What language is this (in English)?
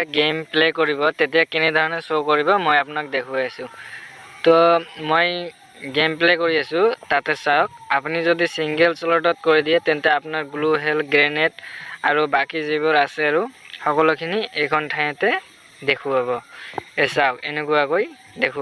Assamese